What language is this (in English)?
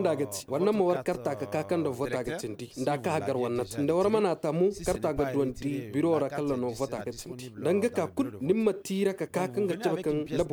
Zarma